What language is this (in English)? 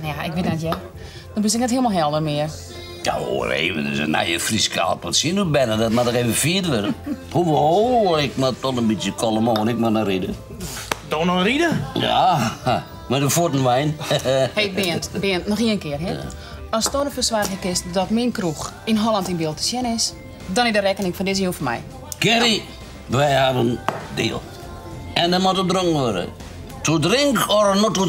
Western Frisian